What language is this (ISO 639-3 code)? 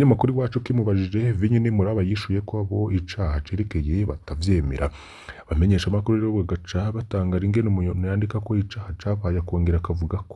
run